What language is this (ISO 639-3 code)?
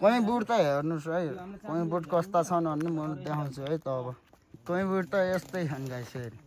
nep